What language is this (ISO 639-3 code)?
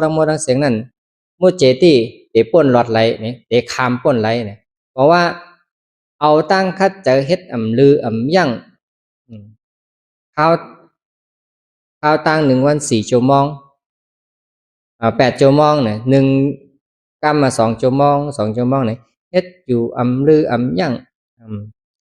shn